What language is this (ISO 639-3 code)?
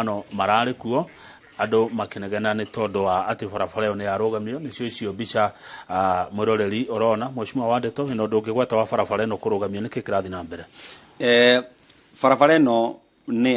kik